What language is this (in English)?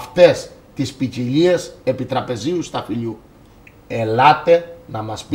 Greek